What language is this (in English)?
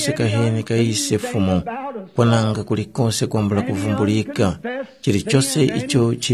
Tumbuka